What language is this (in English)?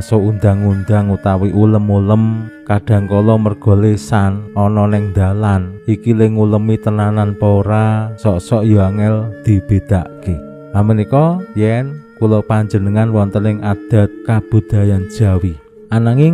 Javanese